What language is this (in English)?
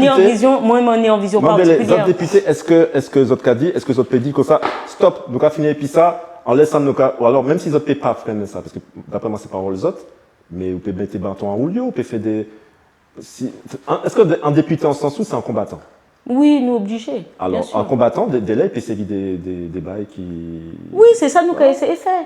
Guadeloupean Creole French